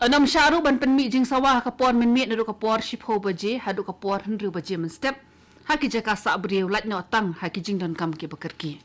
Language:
Khasi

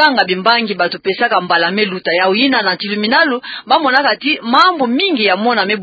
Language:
Kituba (Democratic Republic of Congo)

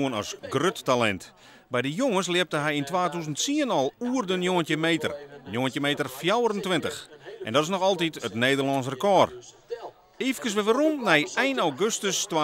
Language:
Western Frisian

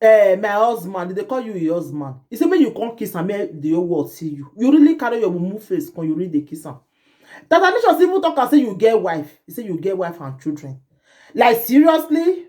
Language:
Nigerian Pidgin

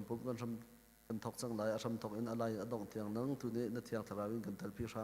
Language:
Hakha Chin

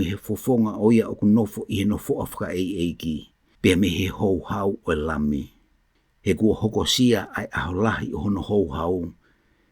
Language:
Tongan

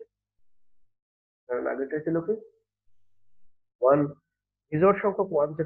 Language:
Bangla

